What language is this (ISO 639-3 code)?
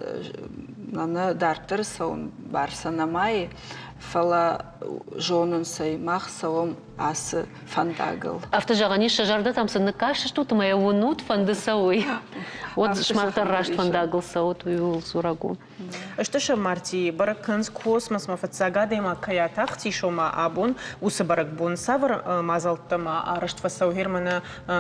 oss